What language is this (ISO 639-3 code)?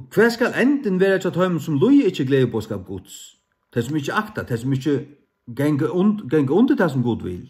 fao